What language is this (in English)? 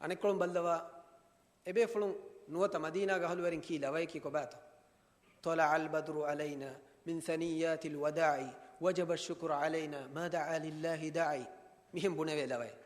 Divehi